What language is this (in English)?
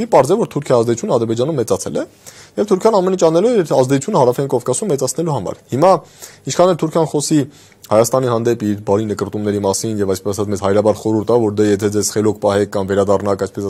Armenian